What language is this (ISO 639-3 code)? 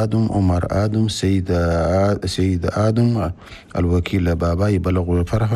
shu